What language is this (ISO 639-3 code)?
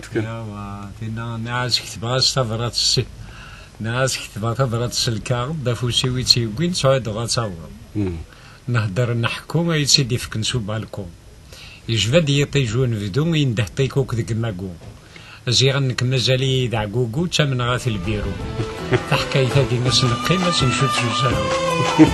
kab